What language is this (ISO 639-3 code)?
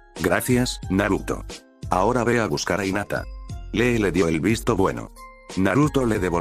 spa